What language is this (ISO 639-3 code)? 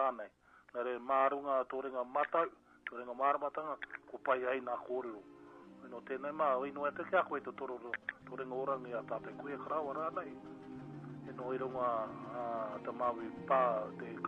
mri